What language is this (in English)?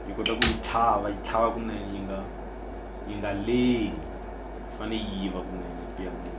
Tsonga